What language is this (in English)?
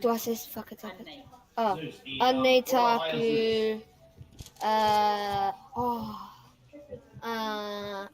Māori